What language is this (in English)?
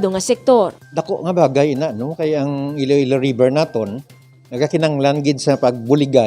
Hiligaynon